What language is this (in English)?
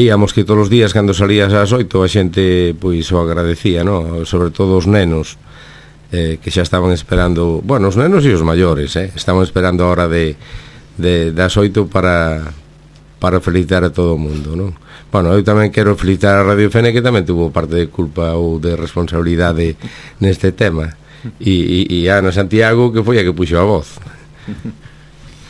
Galician